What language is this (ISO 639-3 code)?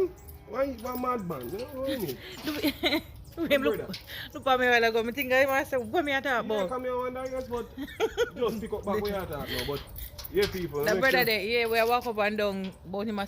jam